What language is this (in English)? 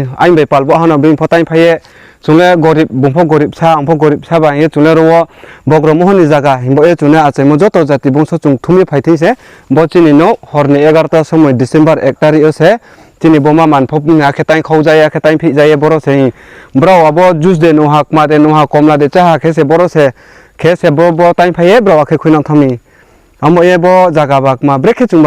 Riang (India)